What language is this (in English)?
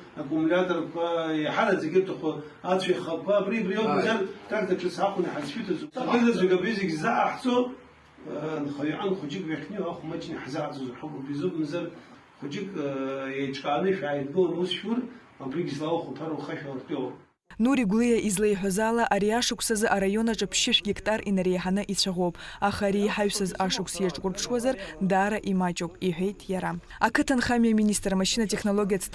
Abkhazian